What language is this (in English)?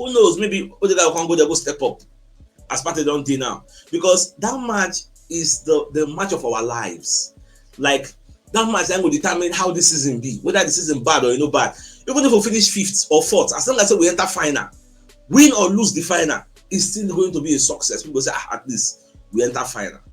Nigerian Pidgin